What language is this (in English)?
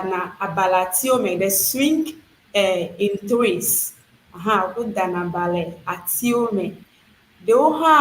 Ewe